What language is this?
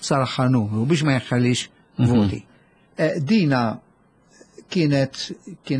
Maltese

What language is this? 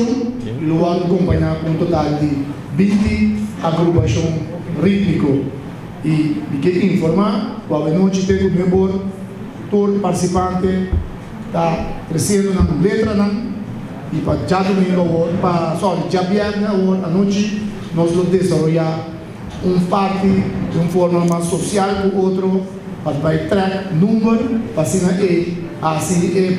Papiamento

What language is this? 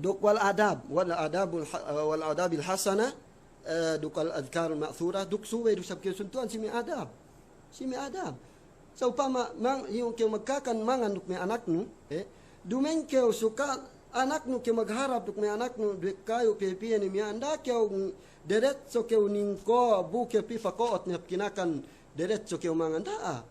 Yakan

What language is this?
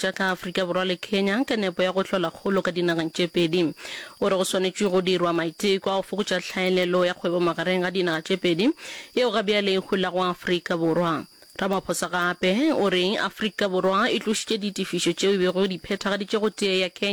Northern Sotho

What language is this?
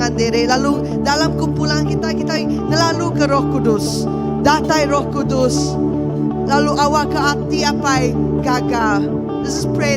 Iban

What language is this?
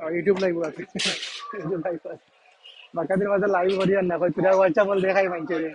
Sylheti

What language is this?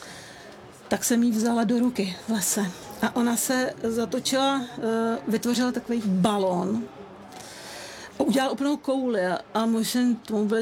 Czech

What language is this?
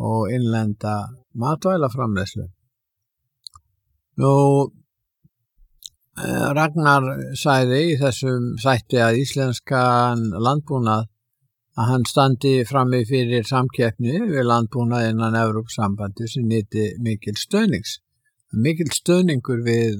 Icelandic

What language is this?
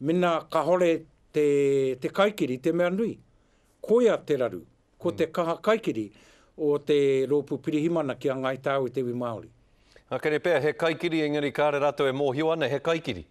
Māori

